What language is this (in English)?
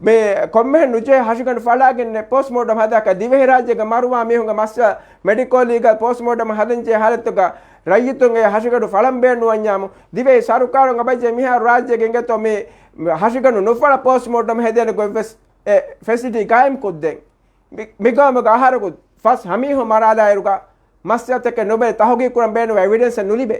Divehi